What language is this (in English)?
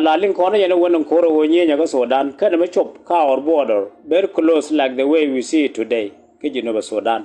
Nuer